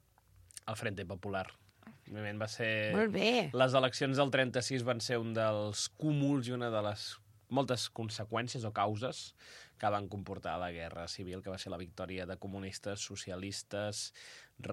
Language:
Catalan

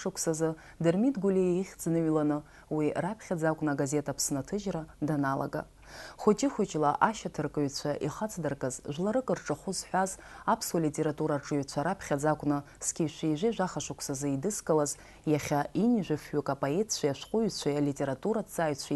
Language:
Abkhazian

